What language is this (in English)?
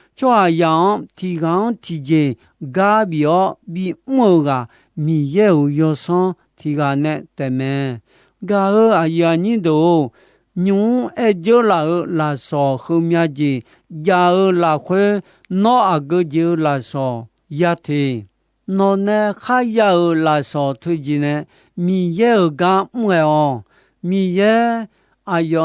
Akha